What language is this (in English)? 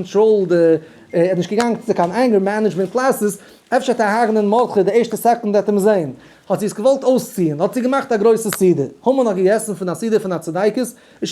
Yiddish